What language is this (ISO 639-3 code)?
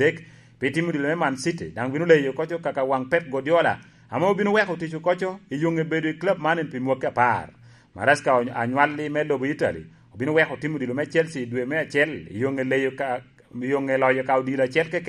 laj